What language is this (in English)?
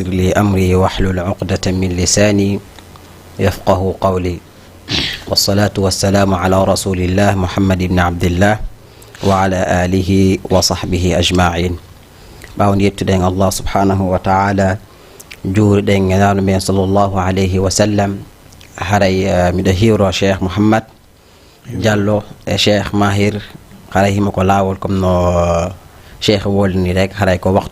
Fula